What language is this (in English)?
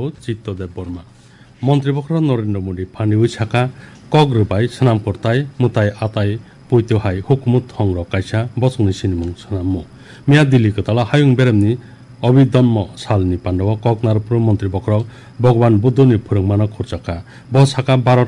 Kok Borok